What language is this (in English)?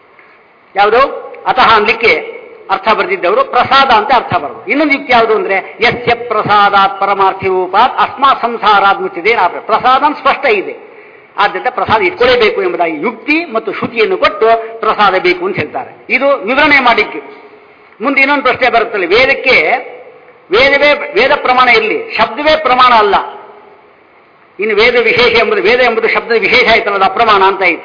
Kannada